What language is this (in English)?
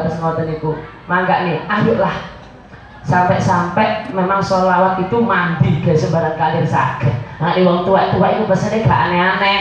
Javanese